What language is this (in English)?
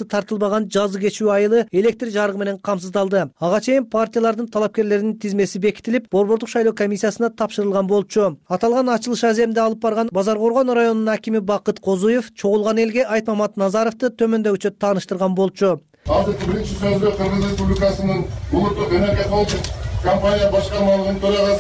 Kyrgyz